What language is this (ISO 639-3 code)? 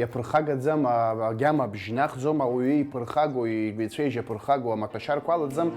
abk